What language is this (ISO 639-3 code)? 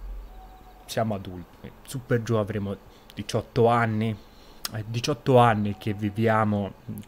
ita